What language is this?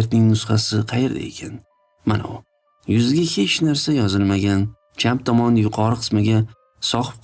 Uzbek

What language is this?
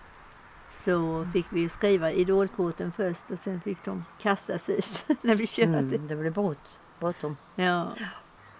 Swedish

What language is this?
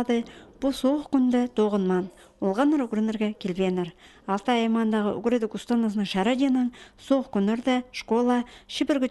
Khakas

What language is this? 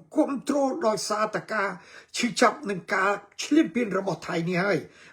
Khmer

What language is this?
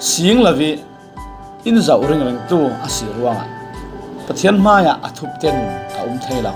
Falam Chin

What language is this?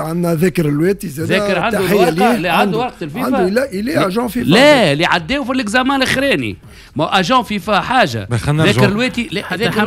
Tunisian Arabic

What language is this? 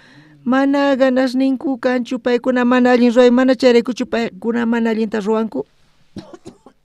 South Bolivian Quechua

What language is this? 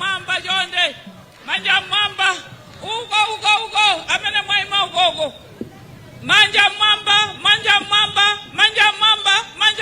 Nyanja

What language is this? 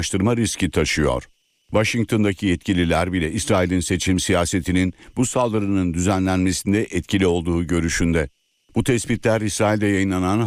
Turkish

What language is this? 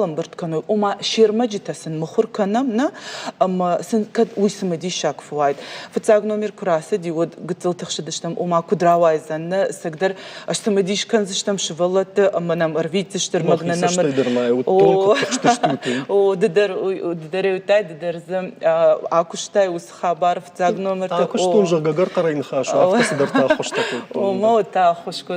Ossetic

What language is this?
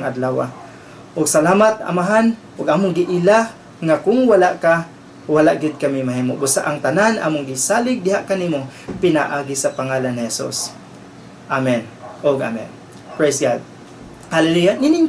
Cebuano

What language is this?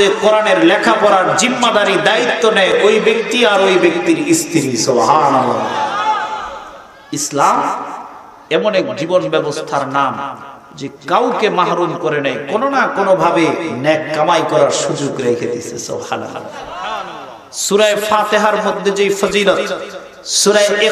Bangla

